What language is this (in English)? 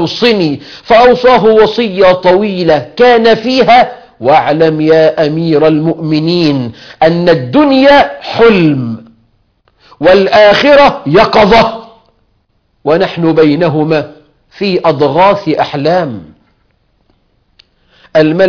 Arabic